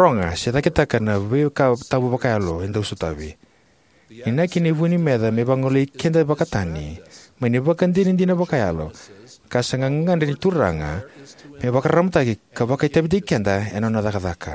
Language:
Fijian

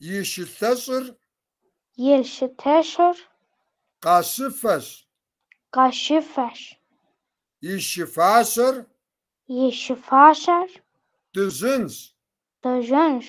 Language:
Kabardian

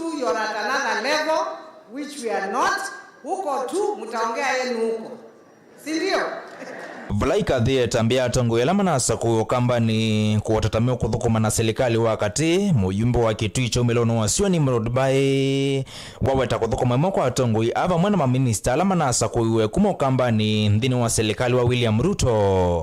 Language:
Kamba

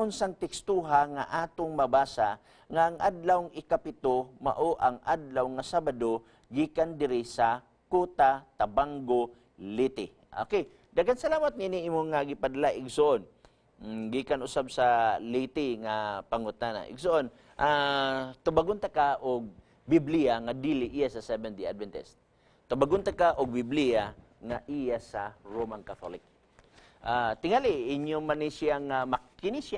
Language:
Cebuano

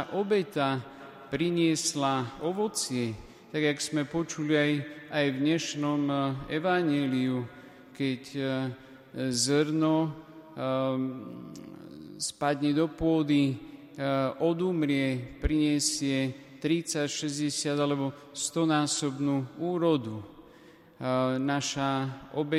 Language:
Slovak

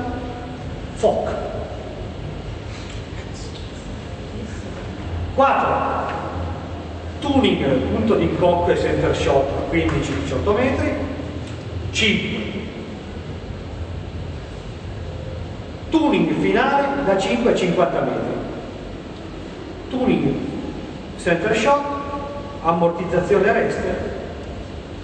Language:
Italian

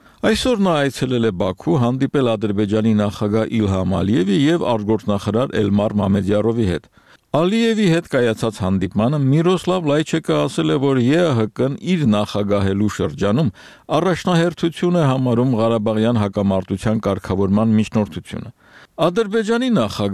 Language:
Armenian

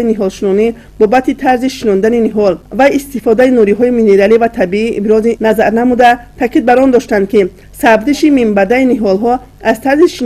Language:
Tajik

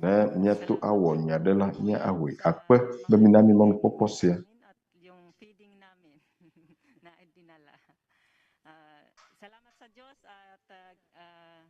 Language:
Ewe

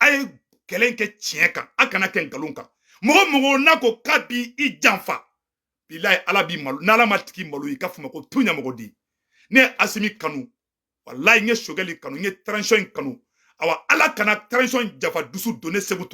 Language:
Bambara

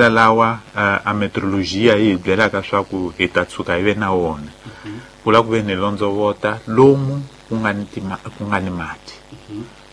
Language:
Tsonga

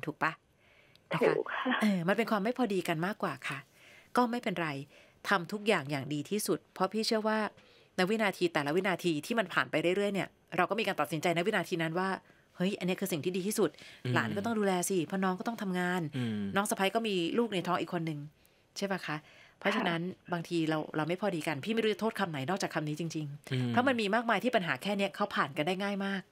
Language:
Thai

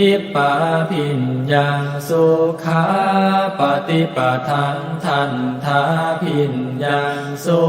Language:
Pali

